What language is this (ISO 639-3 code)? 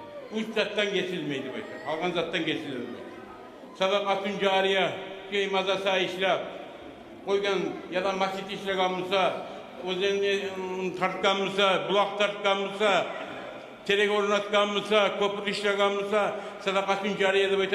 kum